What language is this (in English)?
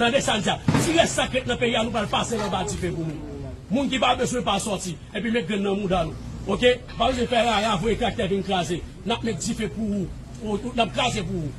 Haitian Creole